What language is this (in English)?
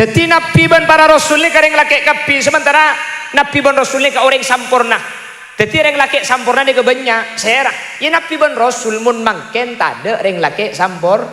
Madurese